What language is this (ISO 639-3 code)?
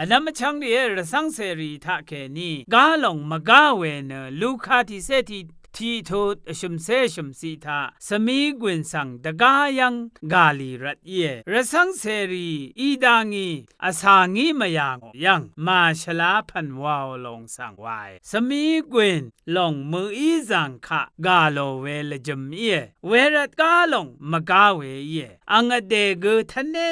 raw